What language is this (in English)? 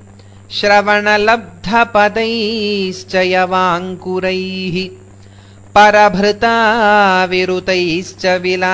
Sanskrit